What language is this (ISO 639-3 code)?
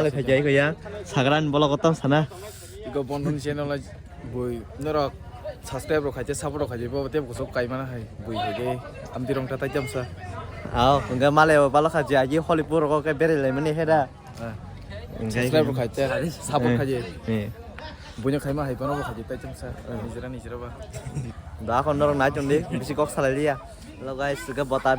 trp